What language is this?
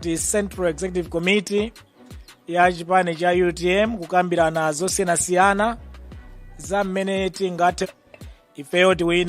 Nyanja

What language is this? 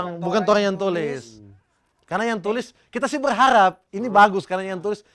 Manado Malay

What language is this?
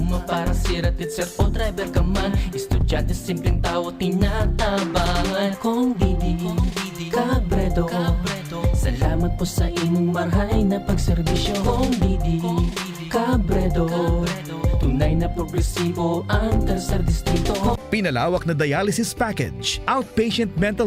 Bikol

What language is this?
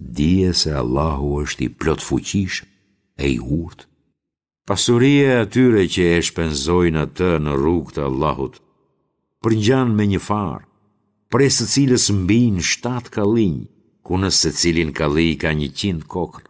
Albanian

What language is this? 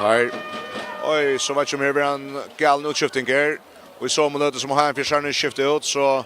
Faroese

